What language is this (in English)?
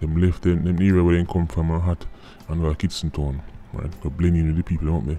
Jamaican Creole English